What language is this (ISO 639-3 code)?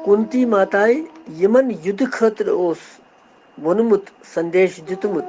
kas